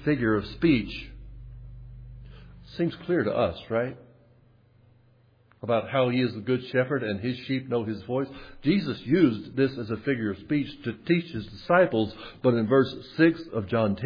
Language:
English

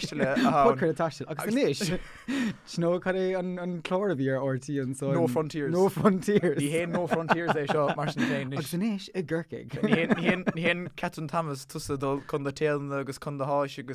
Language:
Irish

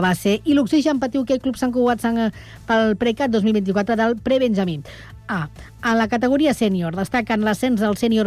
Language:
Catalan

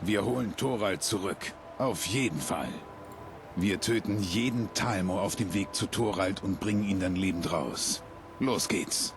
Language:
Bavarian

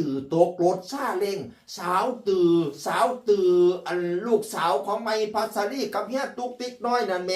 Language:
Northeastern Thai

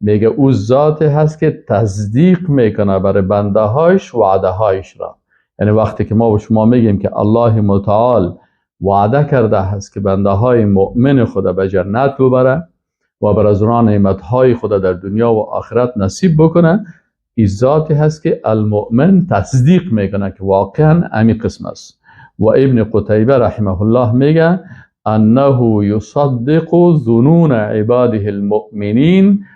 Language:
Persian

